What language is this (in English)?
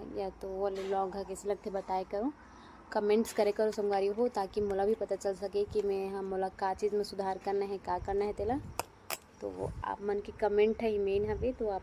Chhattisgarhi